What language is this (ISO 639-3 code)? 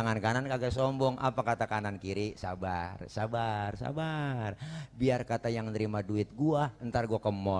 bew